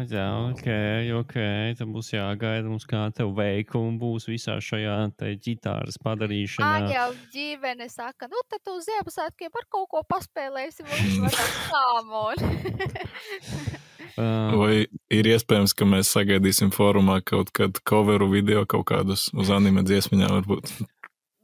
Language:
Latvian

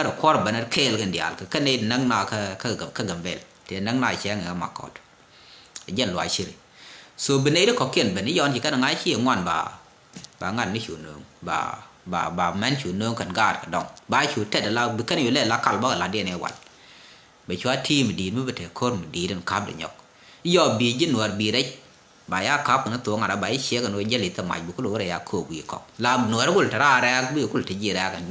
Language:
Nuer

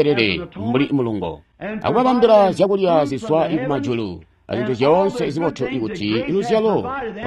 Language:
Tonga (Zambia)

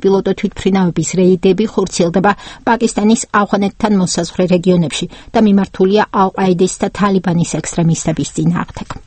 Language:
Georgian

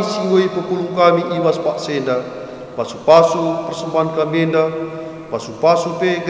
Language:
Batak Karo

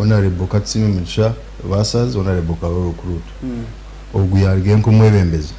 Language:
Nyankole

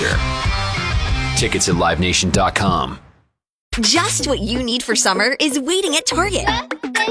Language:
English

